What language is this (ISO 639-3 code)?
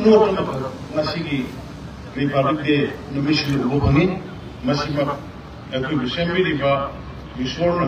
mni